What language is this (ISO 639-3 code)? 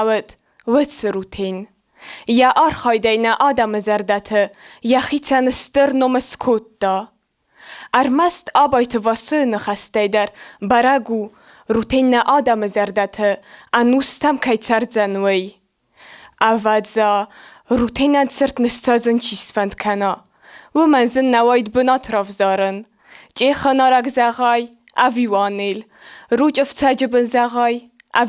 oss